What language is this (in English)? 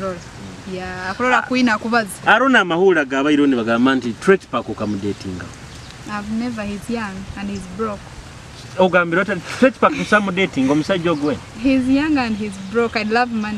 Nyoro